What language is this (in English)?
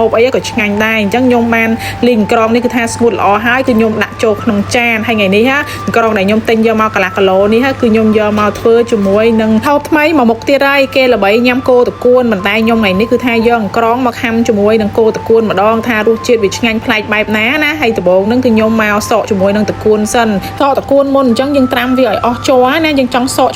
Khmer